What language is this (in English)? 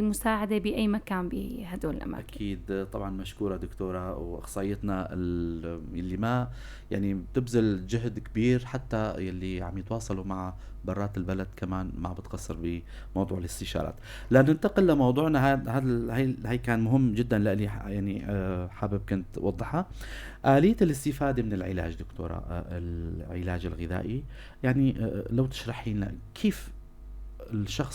North Levantine Arabic